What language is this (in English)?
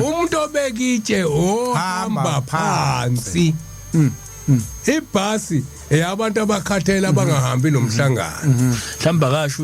Zulu